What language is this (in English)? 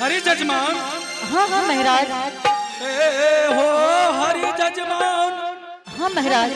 Angika